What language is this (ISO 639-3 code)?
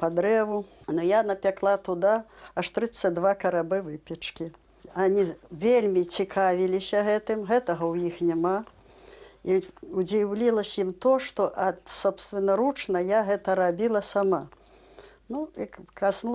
bel